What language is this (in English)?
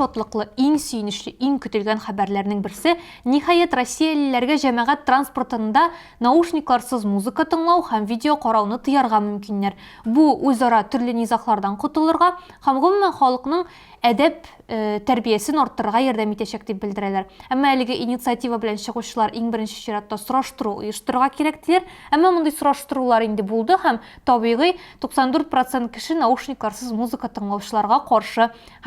Tatar